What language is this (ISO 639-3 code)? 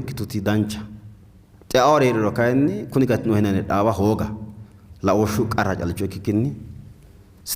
sid